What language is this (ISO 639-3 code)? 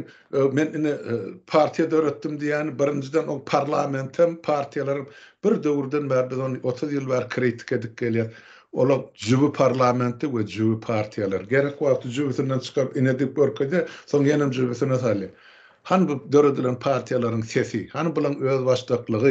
tuk